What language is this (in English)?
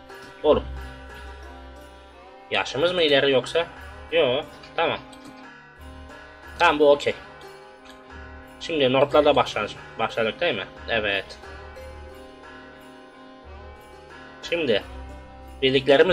Turkish